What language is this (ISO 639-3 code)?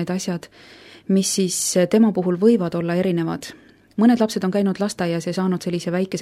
est